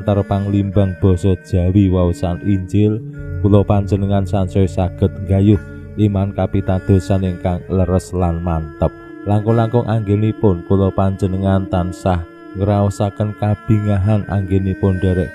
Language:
Javanese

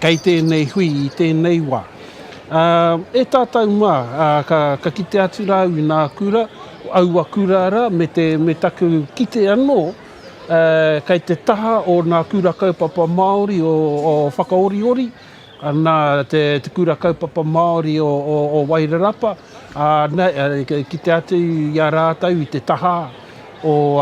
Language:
Māori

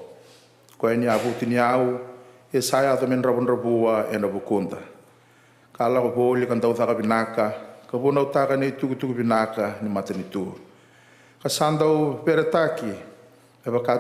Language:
Fijian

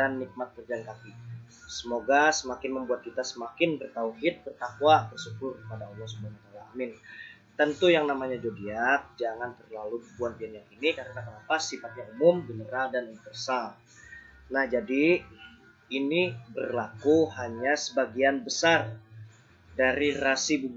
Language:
Banjar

